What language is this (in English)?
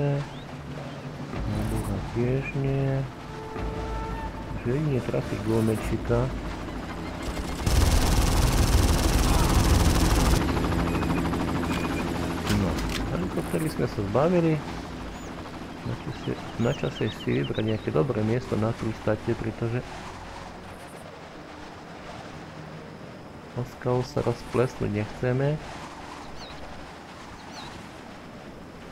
Slovak